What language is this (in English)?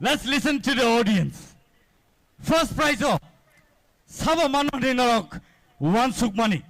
Kok Borok